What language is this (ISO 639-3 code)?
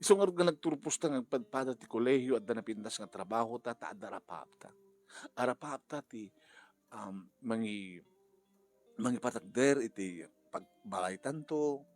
ilo